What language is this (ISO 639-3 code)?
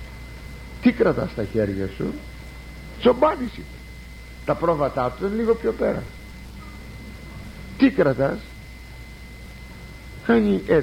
ell